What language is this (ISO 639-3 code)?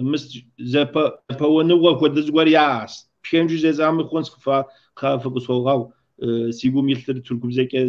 kbd